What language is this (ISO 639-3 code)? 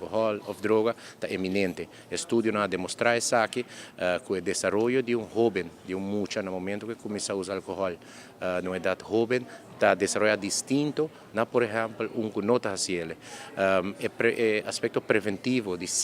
pap